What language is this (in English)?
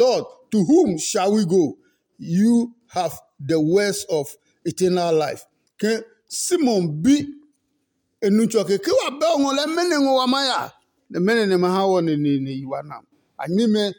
Adangme